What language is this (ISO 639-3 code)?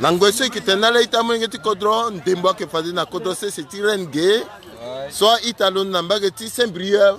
sag